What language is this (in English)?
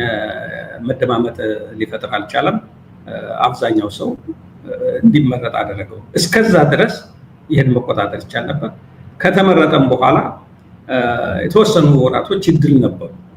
Amharic